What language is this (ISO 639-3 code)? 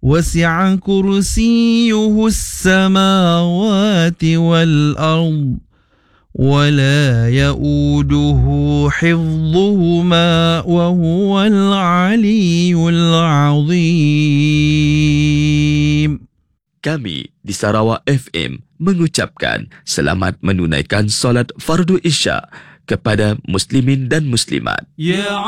msa